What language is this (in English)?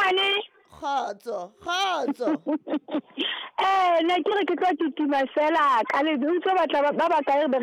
Southern Sotho